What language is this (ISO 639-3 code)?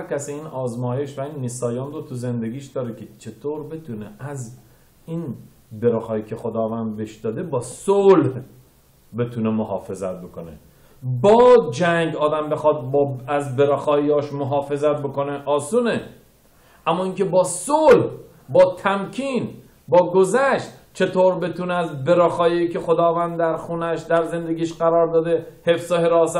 fas